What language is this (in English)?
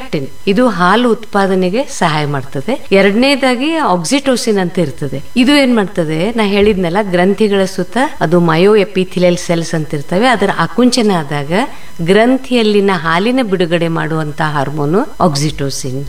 Kannada